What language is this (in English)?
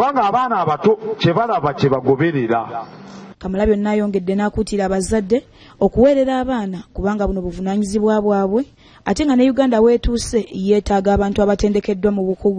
Ganda